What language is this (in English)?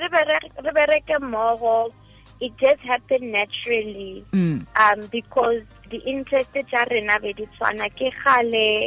Tswana